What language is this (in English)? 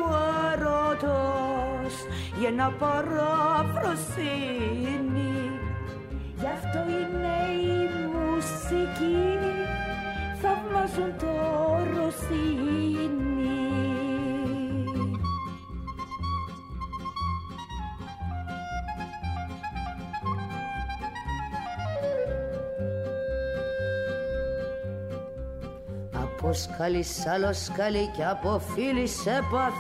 Greek